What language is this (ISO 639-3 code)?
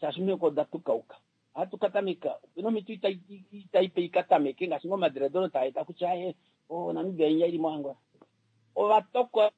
kua